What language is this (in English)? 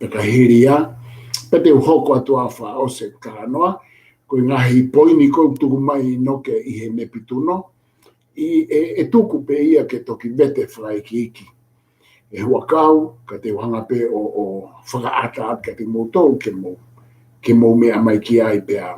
Tongan